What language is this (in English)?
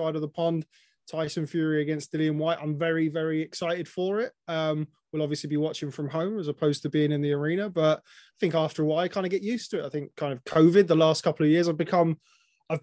English